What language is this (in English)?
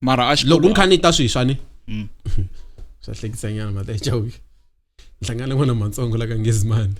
Tsonga